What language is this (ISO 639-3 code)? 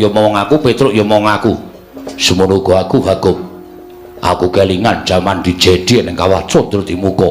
jav